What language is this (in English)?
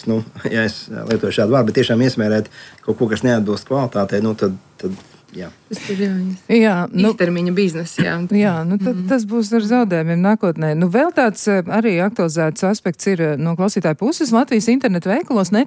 Latvian